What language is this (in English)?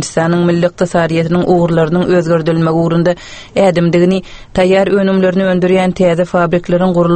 Turkmen